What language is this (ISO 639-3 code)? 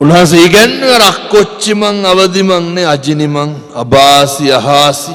sin